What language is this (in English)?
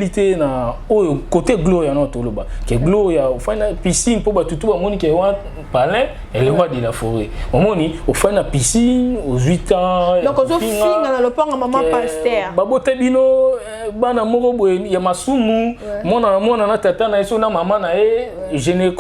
Lingala